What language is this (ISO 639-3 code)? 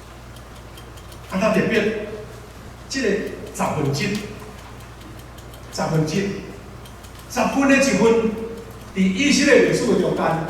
nan